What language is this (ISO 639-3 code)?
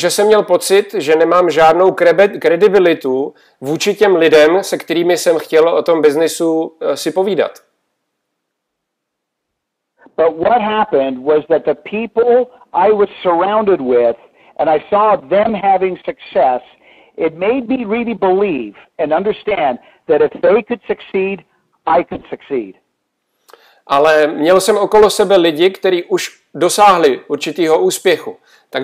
ces